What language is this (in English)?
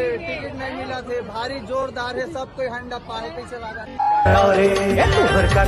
Chhattisgarhi